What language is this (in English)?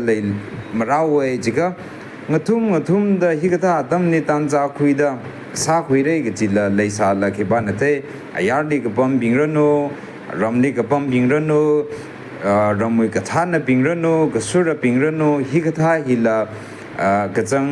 Tangkhul Naga (India)